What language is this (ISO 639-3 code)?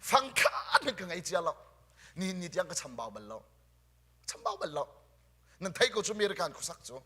cnh